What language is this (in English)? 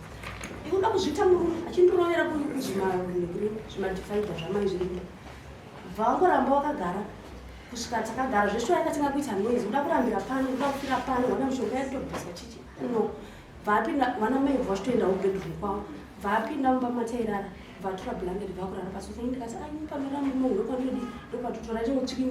Shona